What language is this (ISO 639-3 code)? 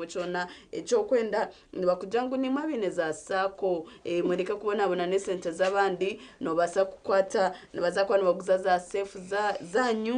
nyn